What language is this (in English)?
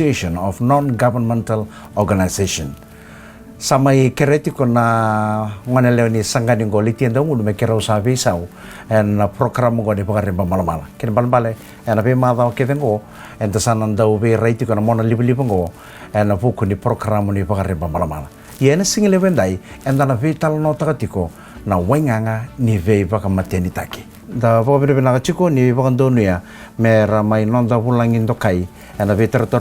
Fijian